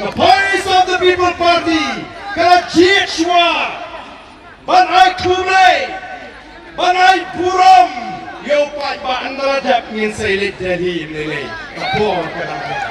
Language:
Khasi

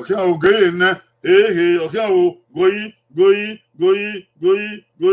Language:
Bini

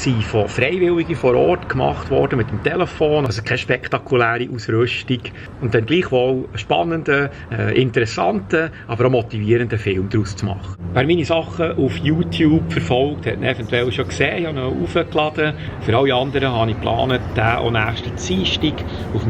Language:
Swiss German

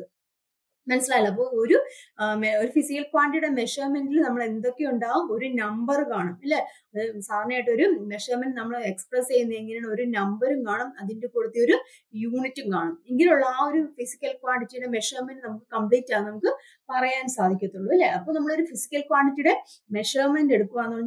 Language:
Malayalam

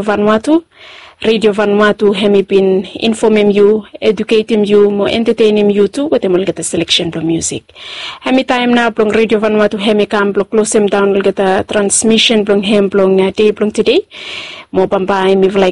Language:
Bislama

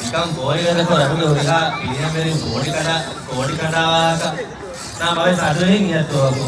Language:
Divehi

